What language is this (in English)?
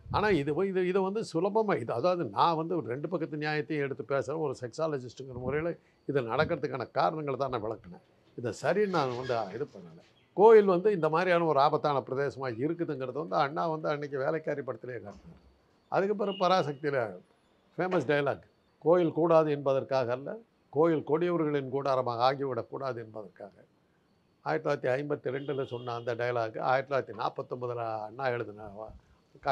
Tamil